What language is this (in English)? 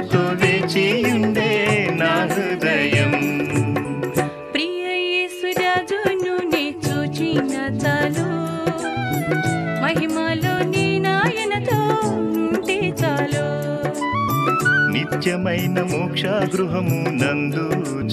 Telugu